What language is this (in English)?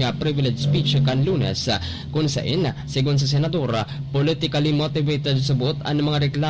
Bikol